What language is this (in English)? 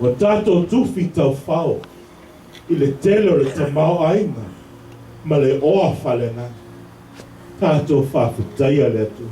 Samoan